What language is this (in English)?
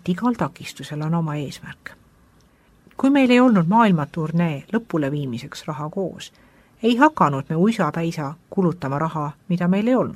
Estonian